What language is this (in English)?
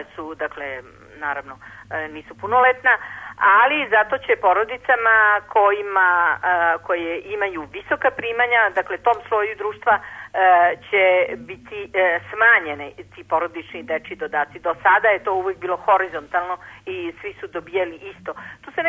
Serbian